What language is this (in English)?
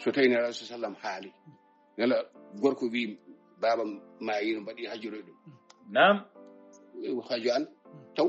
Fula